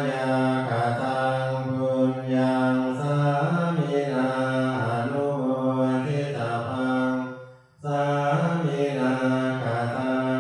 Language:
Pali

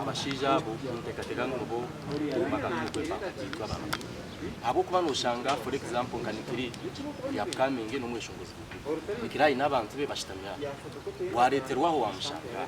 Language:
Nyankole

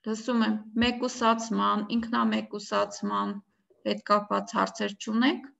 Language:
Armenian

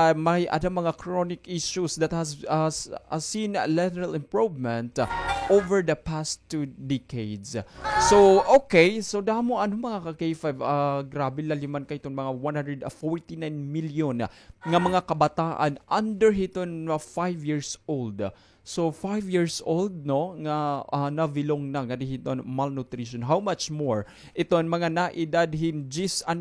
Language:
Waray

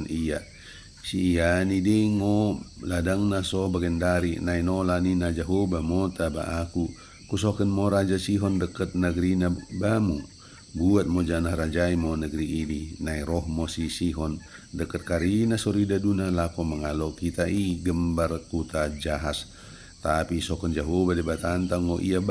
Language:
Batak Dairi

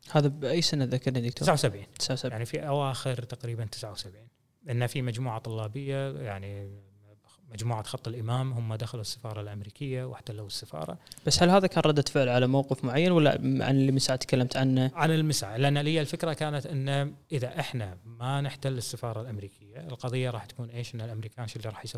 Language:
Gulf Arabic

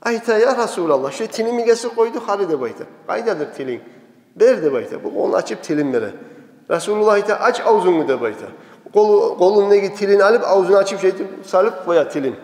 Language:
Kumyk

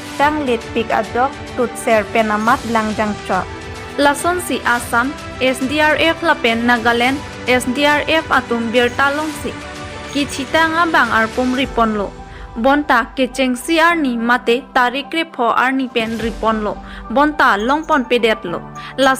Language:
Karbi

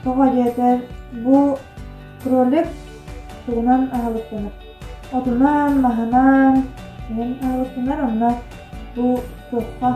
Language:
Yakut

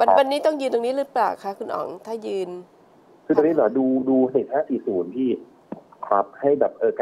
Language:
Thai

